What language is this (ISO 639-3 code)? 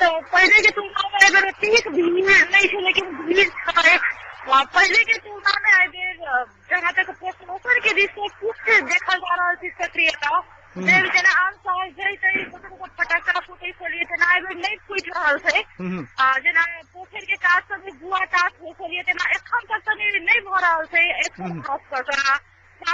mai